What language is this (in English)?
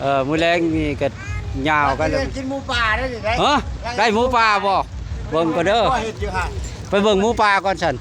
Northeastern Thai